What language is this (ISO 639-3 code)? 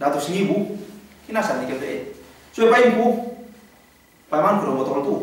yka